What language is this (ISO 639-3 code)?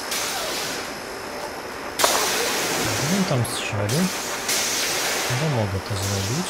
pol